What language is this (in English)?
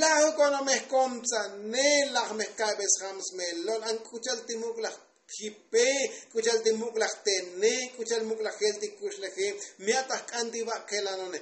Tzotzil